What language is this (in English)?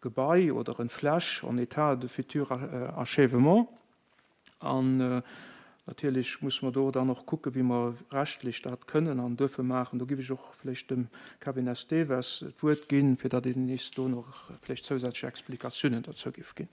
Luxembourgish